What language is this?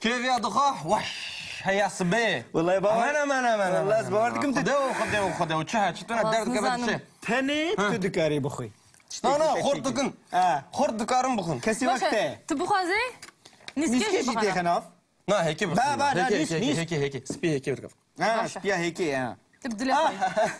Kurdish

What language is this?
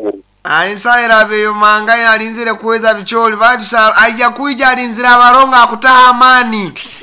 Nyoro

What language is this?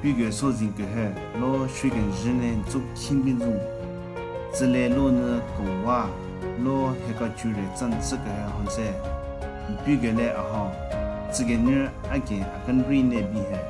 Southern Rengma Naga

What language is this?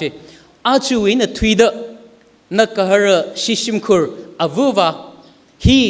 Tangkhul Naga (India)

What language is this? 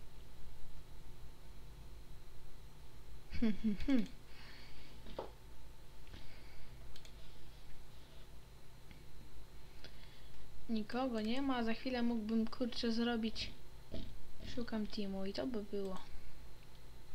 Polish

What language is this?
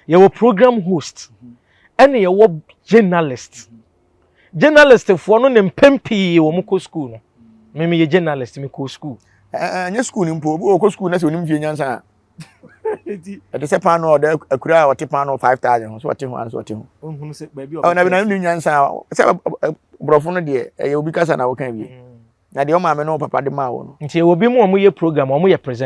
Akan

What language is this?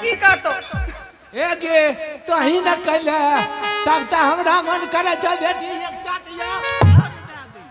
Angika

